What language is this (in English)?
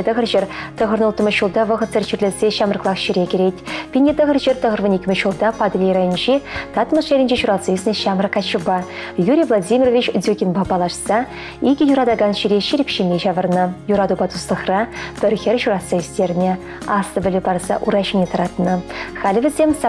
Chuvash